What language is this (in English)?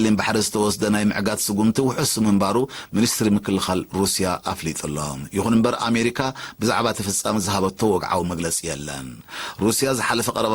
Tigrinya